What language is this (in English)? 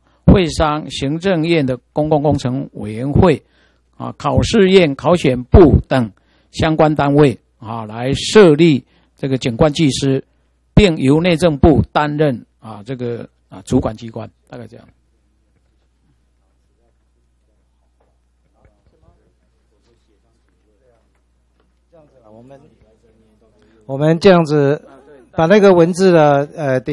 Chinese